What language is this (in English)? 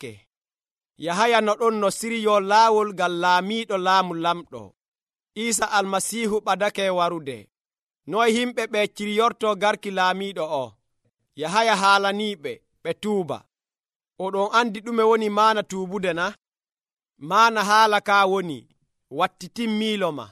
Nigerian Fulfulde